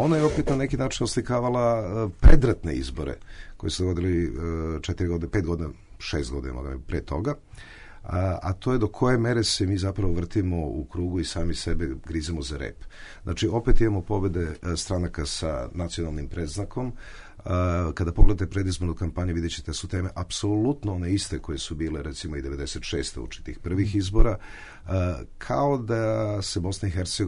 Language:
Bosnian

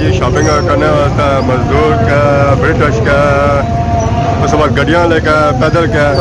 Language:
Pahari-Potwari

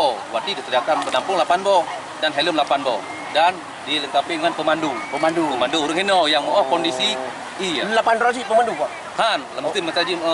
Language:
Achinese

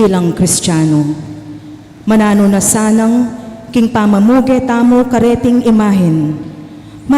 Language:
Pampanga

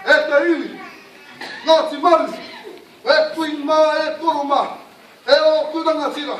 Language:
Māori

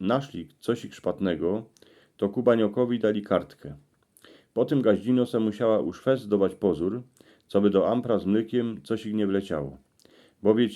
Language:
Silesian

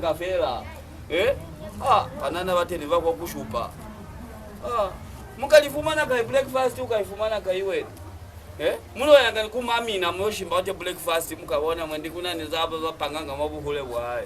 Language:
Lozi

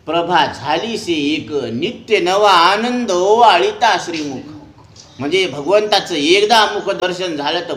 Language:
Marathi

